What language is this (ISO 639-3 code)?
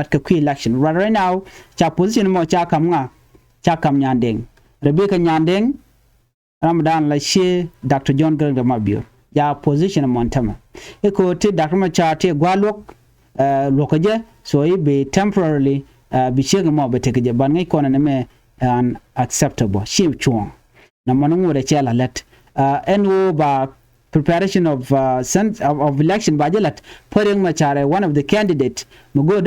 nus